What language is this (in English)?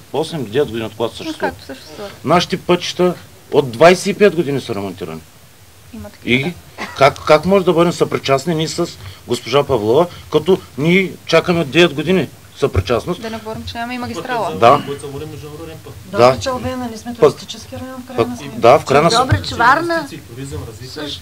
Bulgarian